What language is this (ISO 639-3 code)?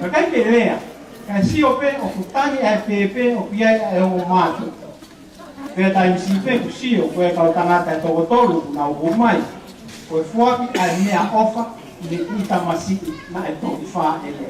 ton